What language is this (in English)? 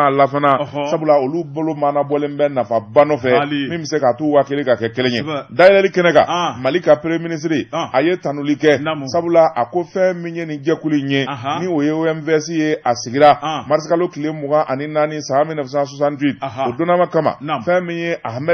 Bambara